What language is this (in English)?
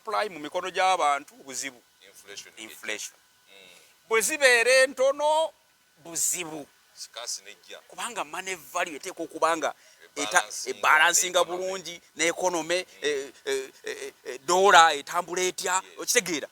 Ganda